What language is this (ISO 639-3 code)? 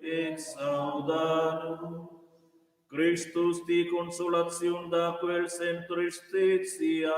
roh